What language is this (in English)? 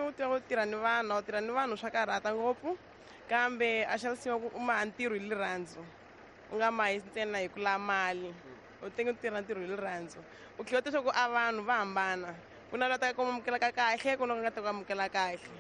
Tsonga